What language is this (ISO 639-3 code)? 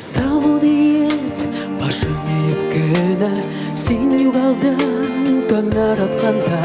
tat